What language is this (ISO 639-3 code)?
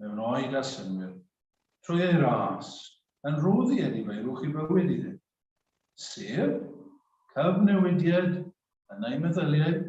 cym